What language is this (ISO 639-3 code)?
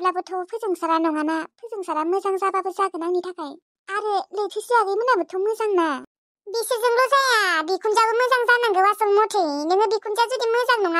brx